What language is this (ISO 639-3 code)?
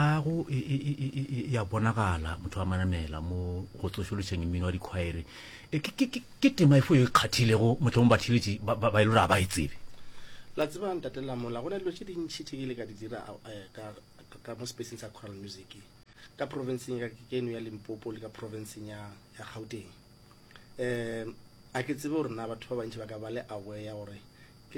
nso